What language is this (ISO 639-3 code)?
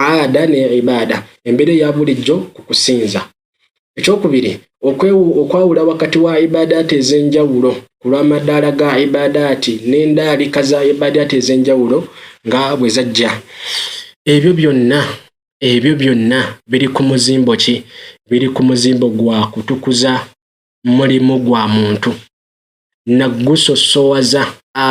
lug